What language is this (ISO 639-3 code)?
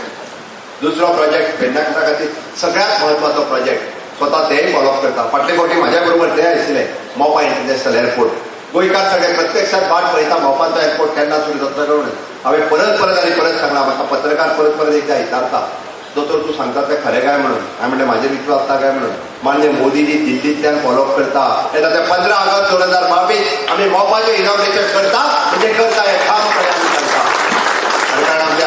kok